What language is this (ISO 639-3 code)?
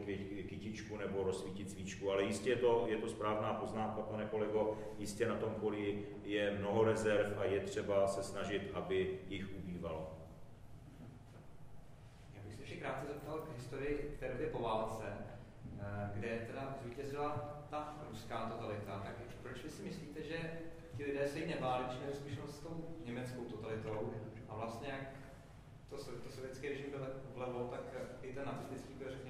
ces